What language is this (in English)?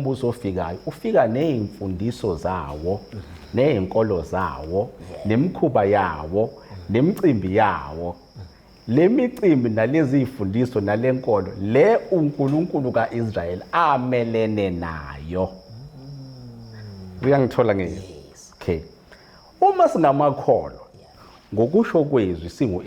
Zulu